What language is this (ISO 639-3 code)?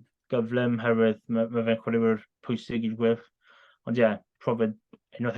cym